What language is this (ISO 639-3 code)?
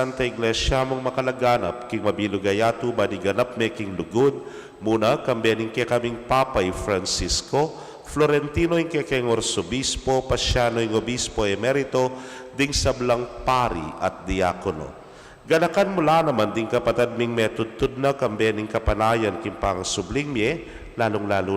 pam